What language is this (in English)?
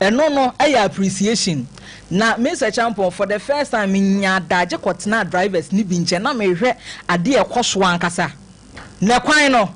Akan